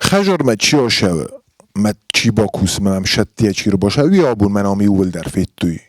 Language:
Ossetic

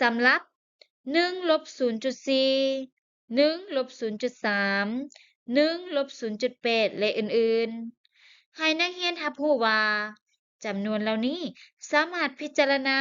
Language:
Lao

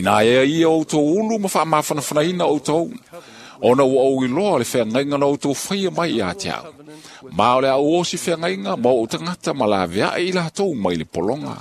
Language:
Samoan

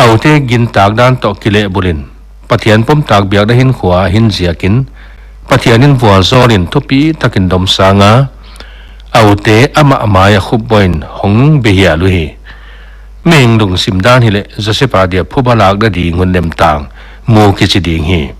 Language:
Paite Chin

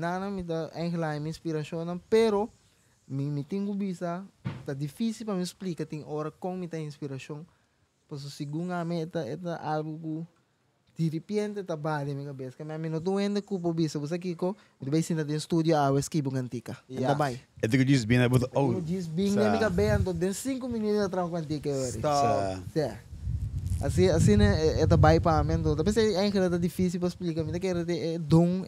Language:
Papiamento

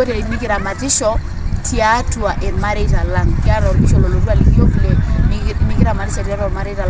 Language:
Masai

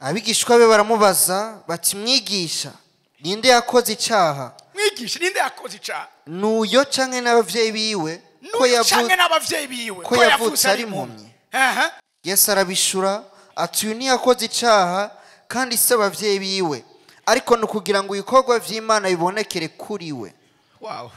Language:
Rundi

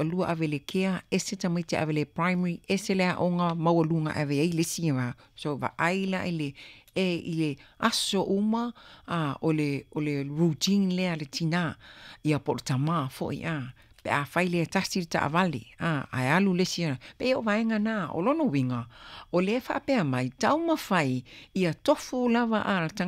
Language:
Samoan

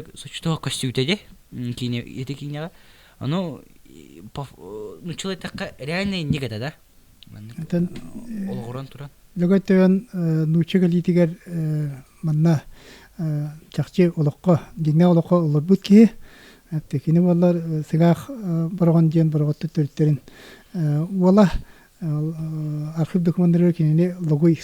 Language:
Yakut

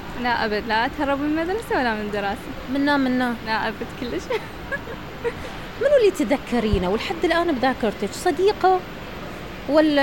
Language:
Mesopotamian Arabic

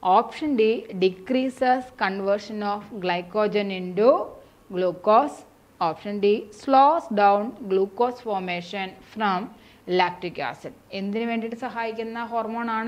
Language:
Malayalam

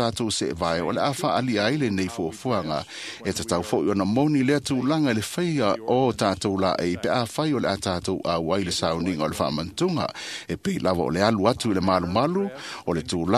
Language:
Samoan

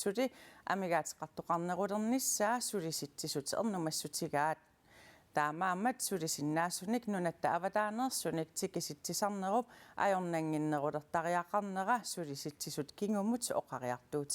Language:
Kalaallisut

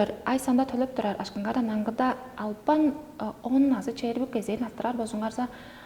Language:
Tuvinian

